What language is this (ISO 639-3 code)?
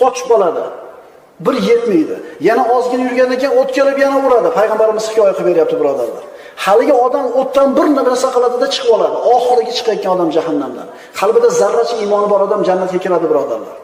uzb